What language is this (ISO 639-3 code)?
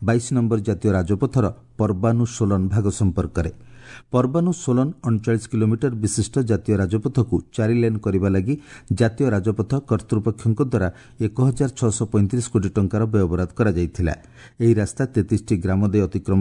ori